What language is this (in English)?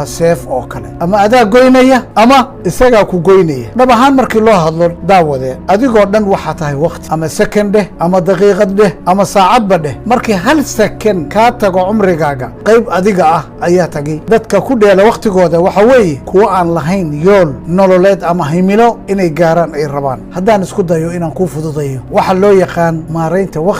Somali